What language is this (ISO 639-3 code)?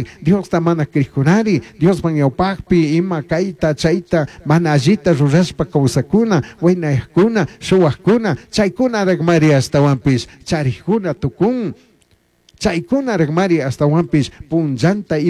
qug